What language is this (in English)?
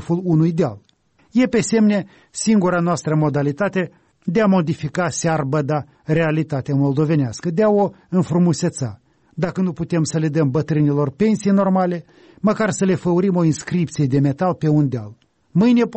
Romanian